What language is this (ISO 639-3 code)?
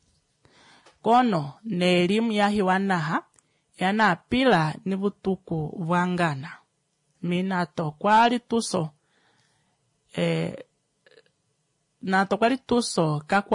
swa